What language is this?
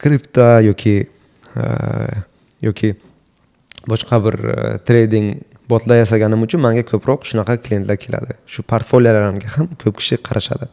Uzbek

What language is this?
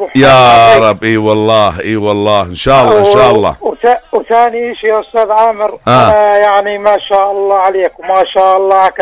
North Levantine Arabic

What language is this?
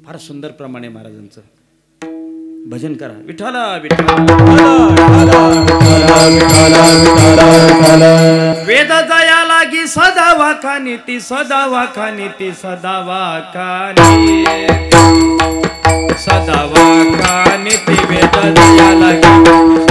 Marathi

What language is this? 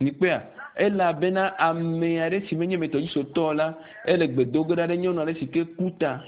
Ewe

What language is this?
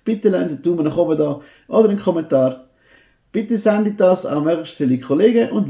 Swiss German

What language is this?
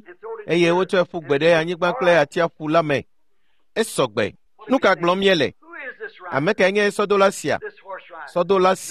Ewe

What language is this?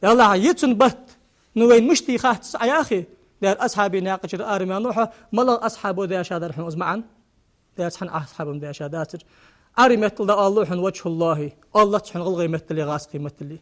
Ingush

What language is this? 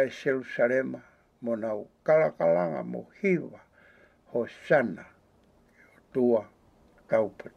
Tongan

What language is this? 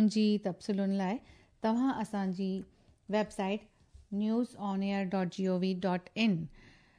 Sindhi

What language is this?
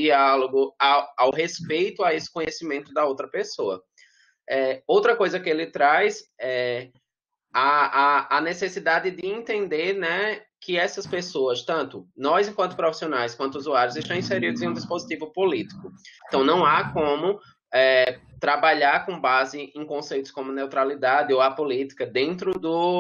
Portuguese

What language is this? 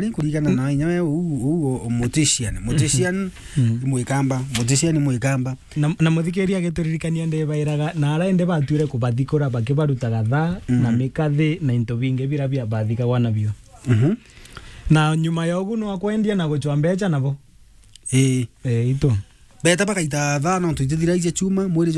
Meru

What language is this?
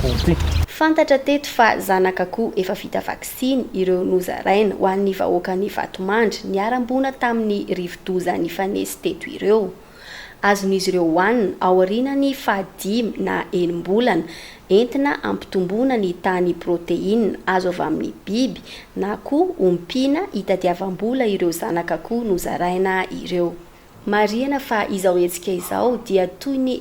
Malagasy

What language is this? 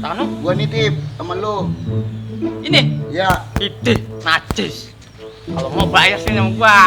Betawi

